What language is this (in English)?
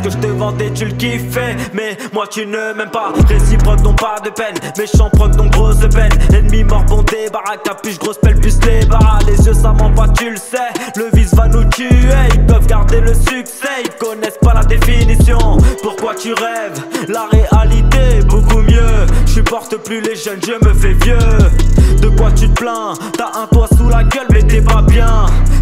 French